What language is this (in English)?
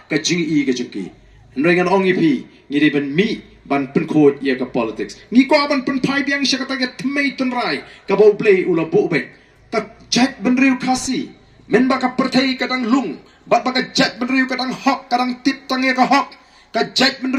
Khasi